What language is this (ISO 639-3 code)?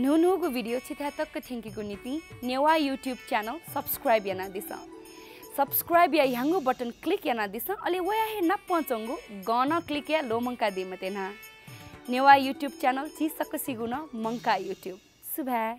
new